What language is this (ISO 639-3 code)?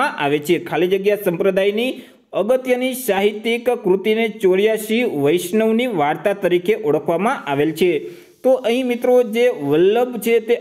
guj